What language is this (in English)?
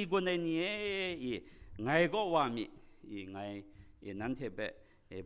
Kachin